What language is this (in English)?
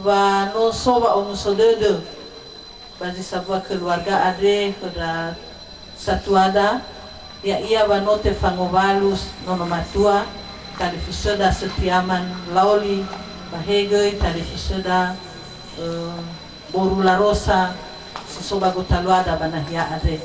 Nias